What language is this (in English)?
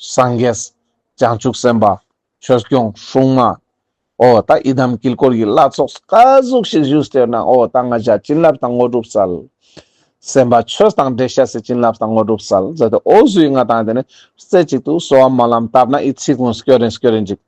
Ladakhi